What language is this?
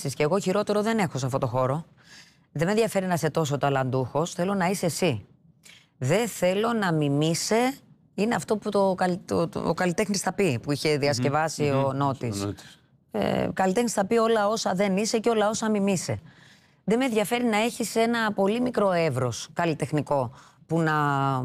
Greek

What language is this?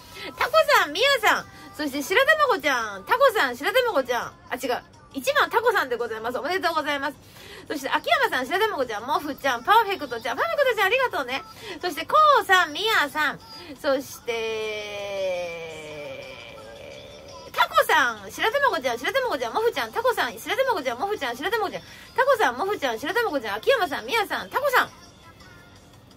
Japanese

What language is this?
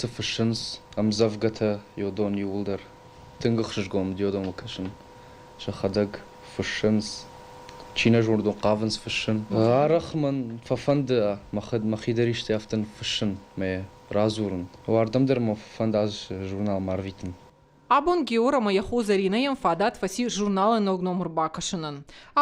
Ossetic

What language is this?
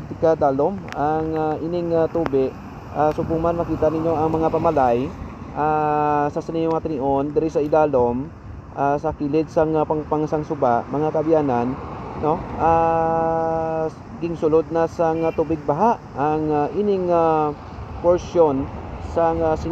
Hiligaynon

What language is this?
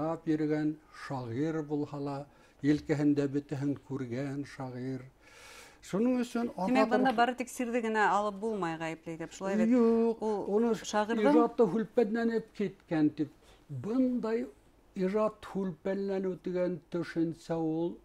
Bashkir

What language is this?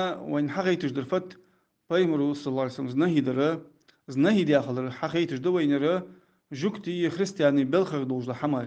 Ingush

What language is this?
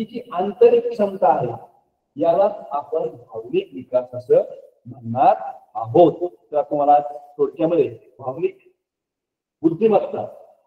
Marathi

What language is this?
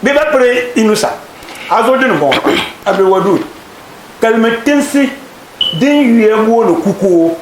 Dagbani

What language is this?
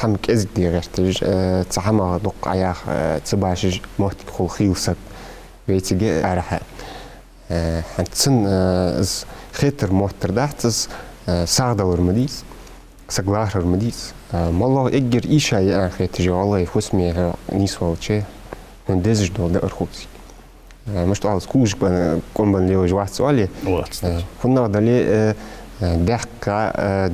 Ingush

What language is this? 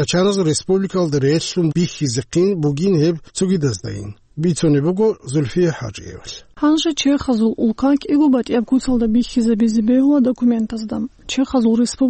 Avaric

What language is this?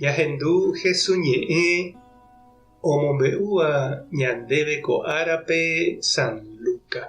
Guarani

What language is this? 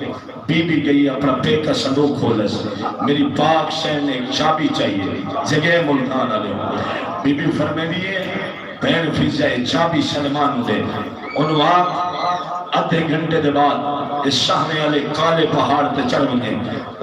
Saraiki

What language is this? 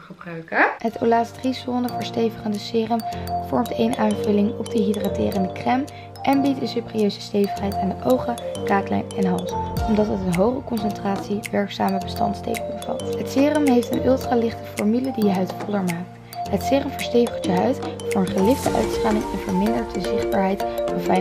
Dutch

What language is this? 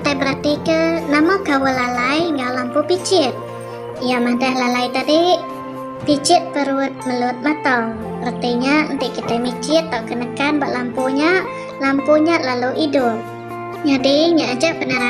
Iban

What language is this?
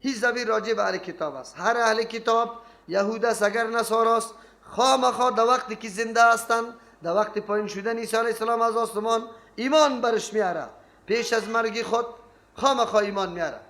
Persian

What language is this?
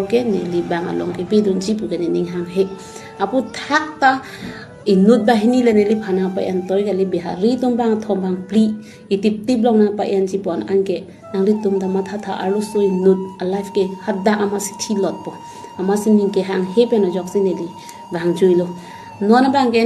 Karbi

